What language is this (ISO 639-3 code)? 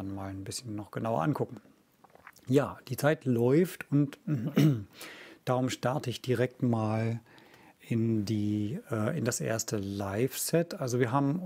deu